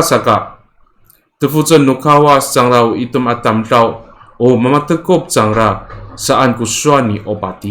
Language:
Amis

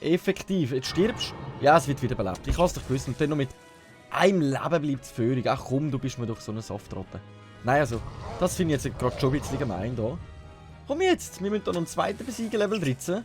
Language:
Swiss German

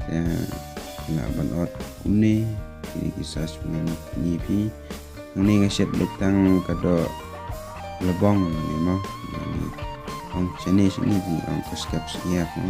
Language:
Khasi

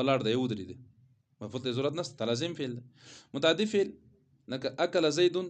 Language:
Pashto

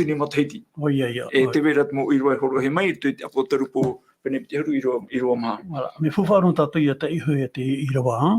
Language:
Tahitian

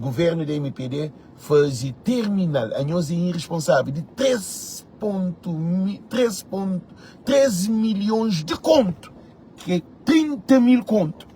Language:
Kabuverdianu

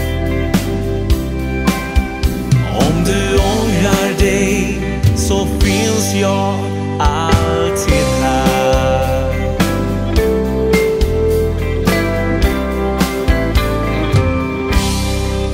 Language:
Swedish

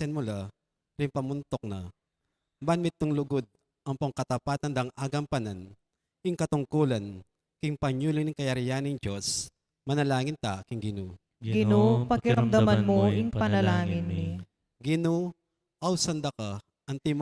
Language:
Pampanga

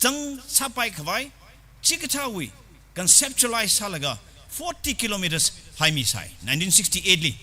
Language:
Tangkhul Naga (India)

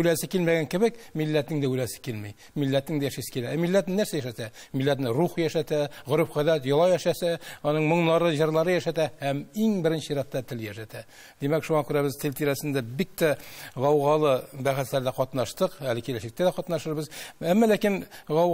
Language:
Tatar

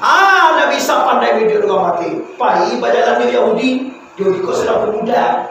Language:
Minangkabau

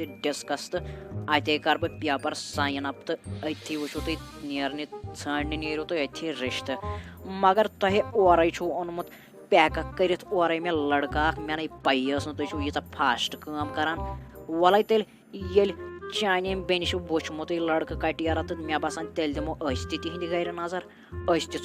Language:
Kashmiri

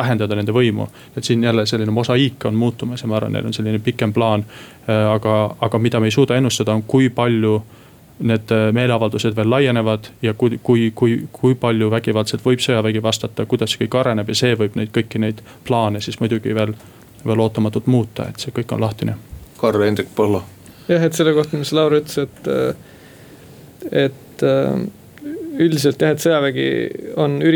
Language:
Estonian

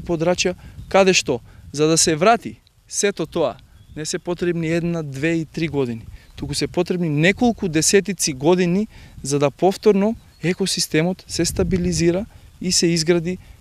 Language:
Macedonian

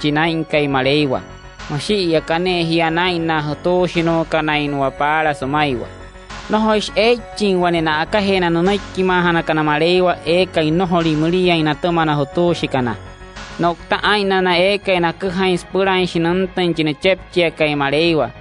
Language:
Wayuu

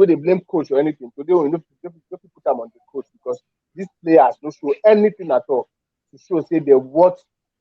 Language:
Nigerian Pidgin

